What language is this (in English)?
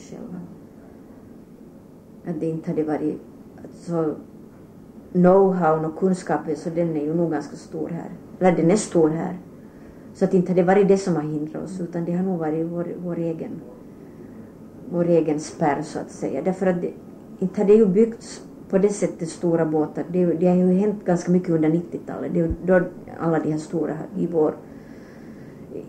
Swedish